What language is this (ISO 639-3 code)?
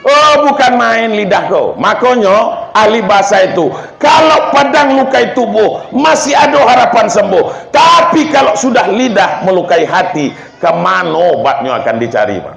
min